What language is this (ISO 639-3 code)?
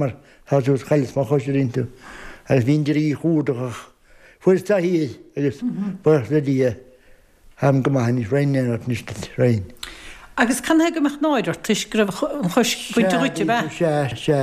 gle